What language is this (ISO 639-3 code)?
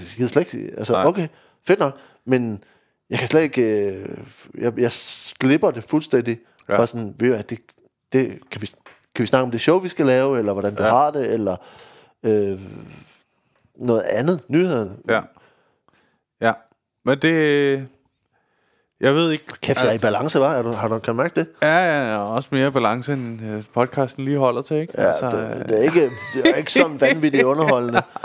dan